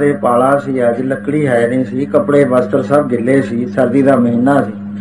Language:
Punjabi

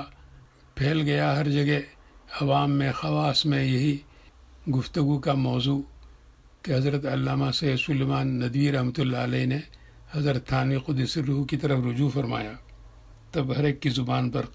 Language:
Urdu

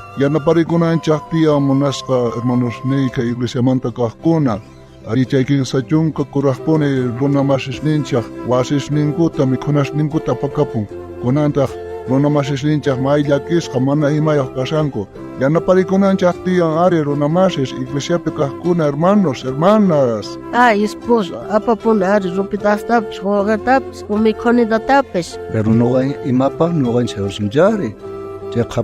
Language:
South Bolivian Quechua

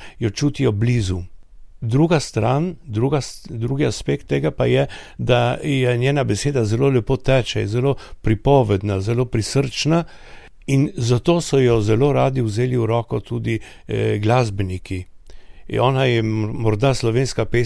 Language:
Slovenian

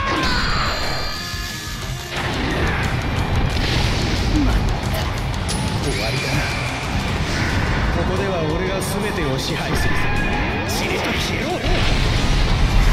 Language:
Japanese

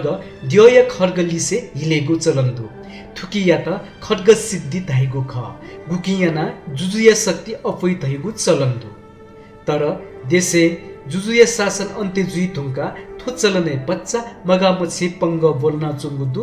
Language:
Newari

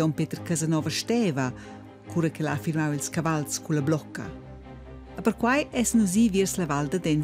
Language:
Romansh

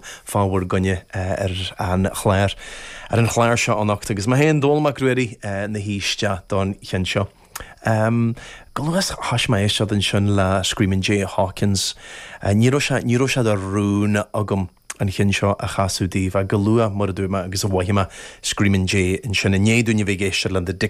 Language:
Irish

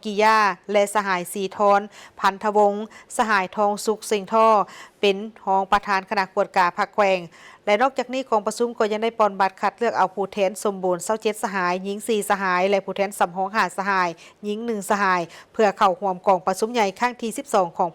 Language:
Lao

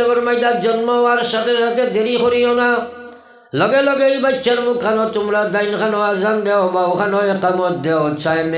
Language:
Sylheti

